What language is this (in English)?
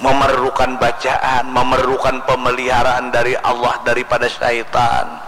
Banjar